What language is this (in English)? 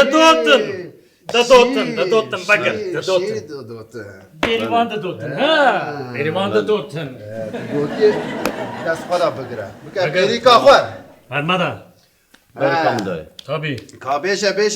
Kurdish